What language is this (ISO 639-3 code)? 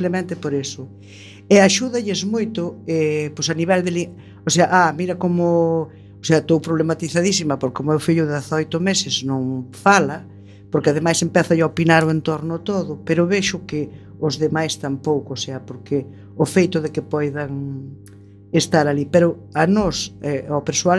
glg